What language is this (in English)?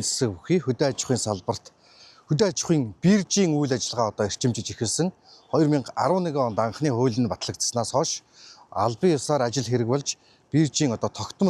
Mongolian